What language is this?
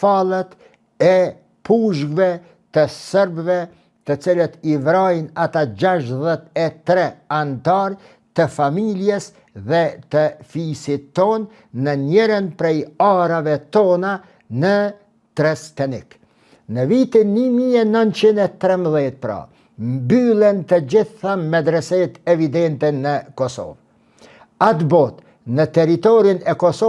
Albanian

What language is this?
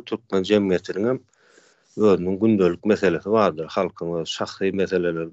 Turkmen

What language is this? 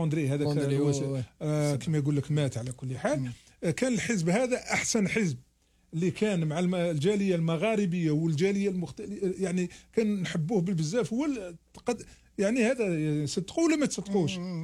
Algerian Arabic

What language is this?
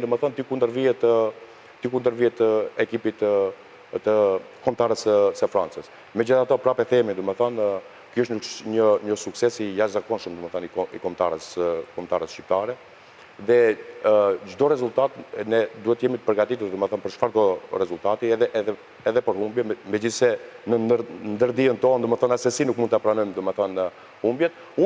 Albanian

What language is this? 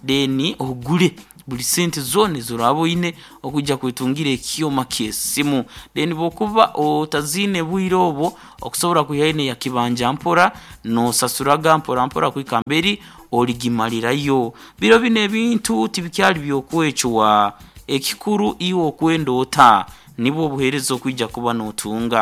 Nyankole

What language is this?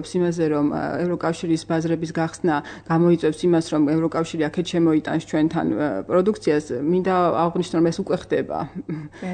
Georgian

